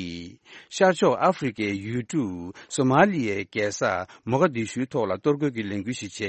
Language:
Tibetan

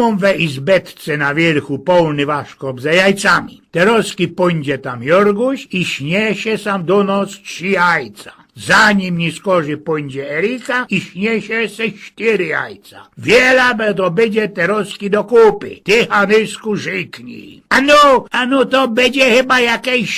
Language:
Silesian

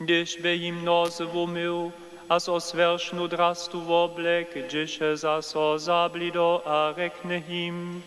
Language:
Upper Sorbian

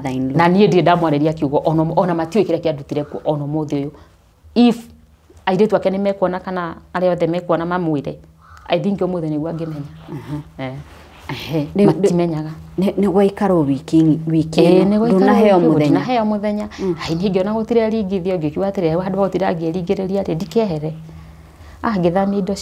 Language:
Kikuyu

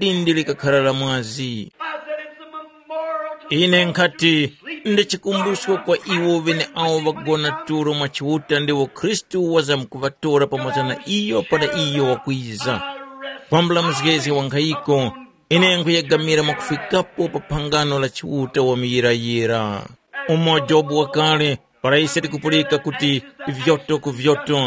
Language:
Tumbuka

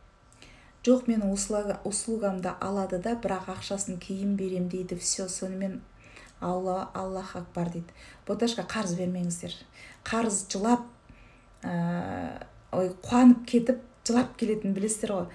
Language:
Kazakh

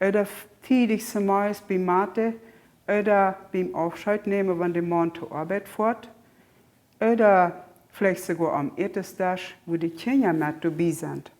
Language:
Plautdietsch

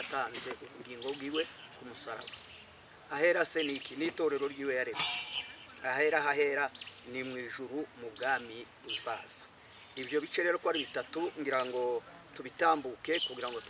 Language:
Kinyarwanda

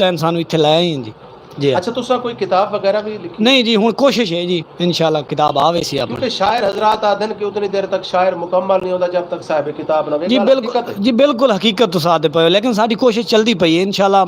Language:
Saraiki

